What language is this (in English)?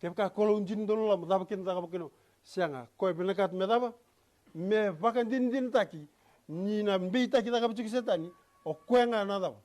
Fijian